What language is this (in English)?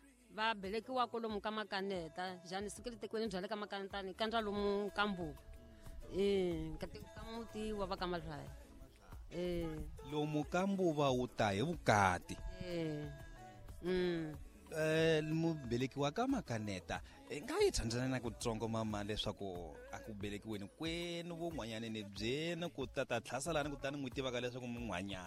Tsonga